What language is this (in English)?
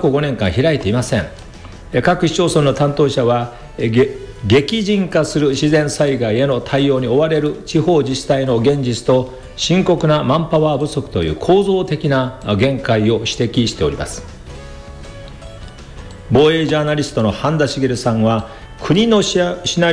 Japanese